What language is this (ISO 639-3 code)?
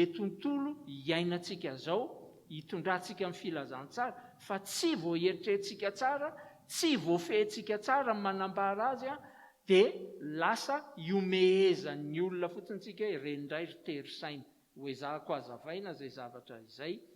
mlg